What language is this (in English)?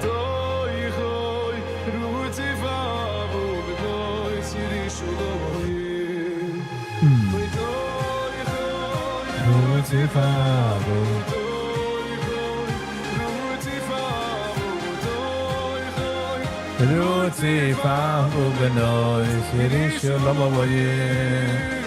Yiddish